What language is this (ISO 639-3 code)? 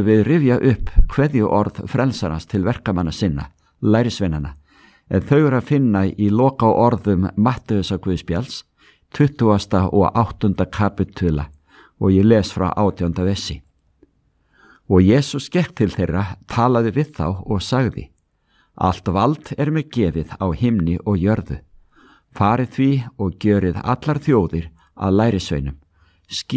isl